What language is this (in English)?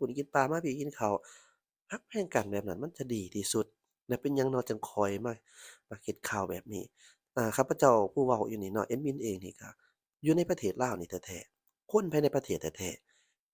Lao